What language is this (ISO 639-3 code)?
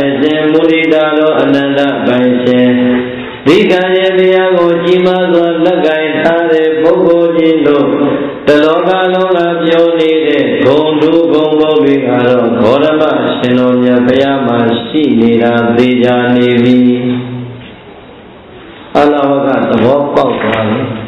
mya